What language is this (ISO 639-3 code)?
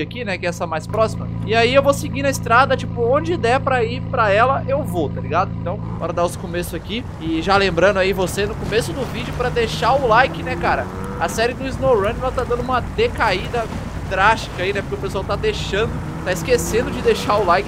por